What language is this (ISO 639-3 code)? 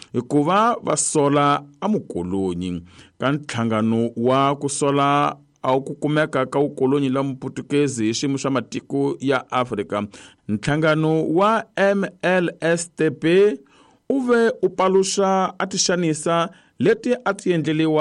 tso